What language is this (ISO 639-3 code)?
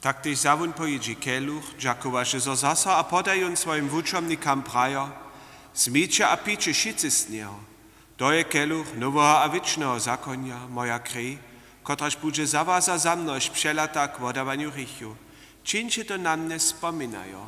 hsb